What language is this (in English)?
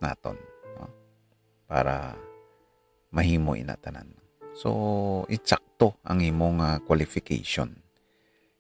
Hiligaynon